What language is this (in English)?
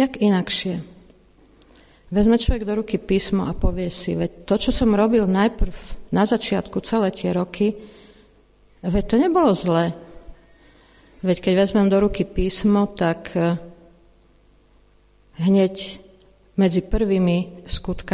Slovak